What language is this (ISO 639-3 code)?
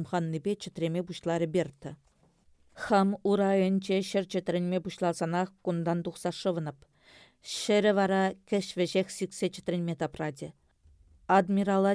chv